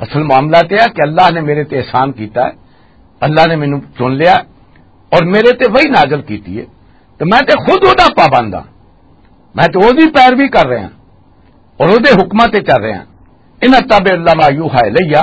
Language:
Western Panjabi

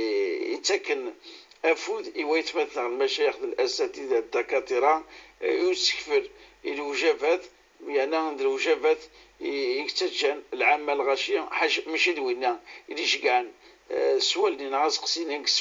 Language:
Kabyle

